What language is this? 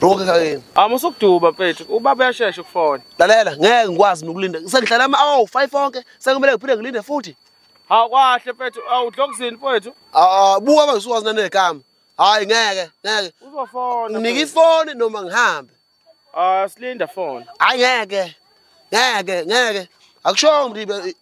Zulu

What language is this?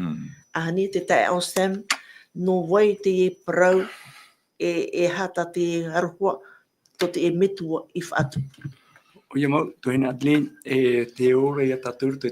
Tahitian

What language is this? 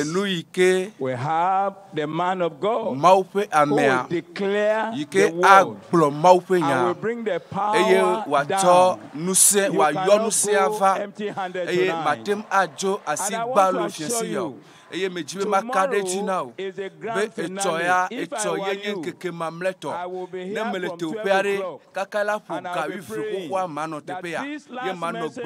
Ewe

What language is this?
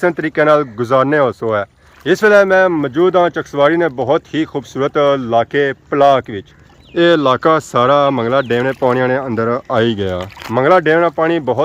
Pahari-Potwari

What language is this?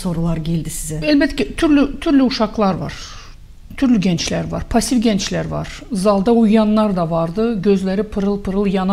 Gagauz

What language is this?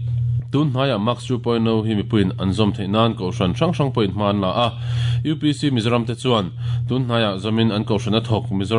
Mizo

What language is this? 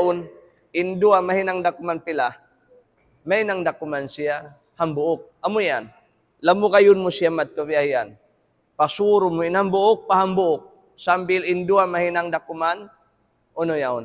Tausug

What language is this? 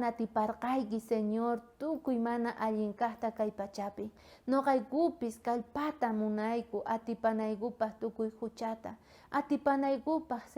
South Bolivian Quechua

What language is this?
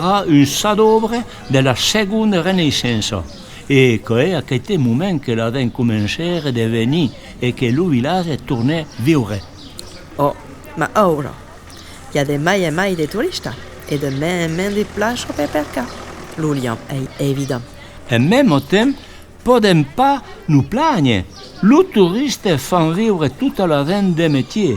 Occitan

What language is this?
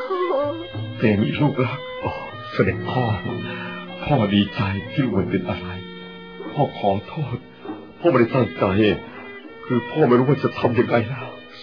Thai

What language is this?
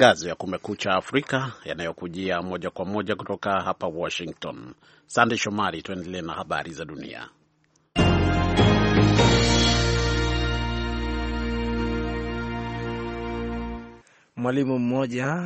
Swahili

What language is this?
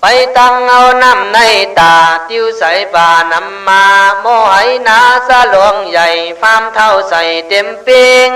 Khün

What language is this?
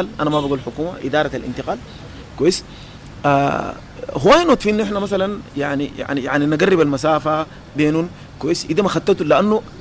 Sudanese Arabic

